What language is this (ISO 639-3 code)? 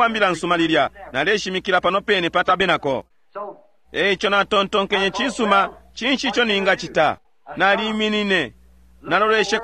bem